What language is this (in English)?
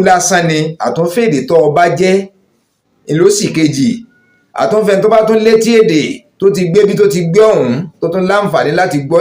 Yoruba